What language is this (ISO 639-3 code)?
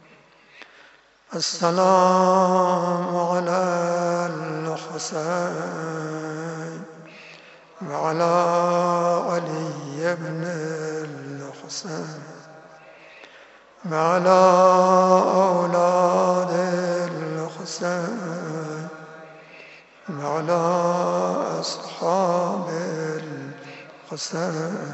fas